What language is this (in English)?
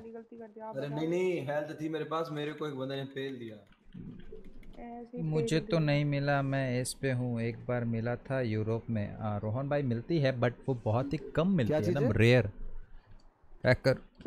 Hindi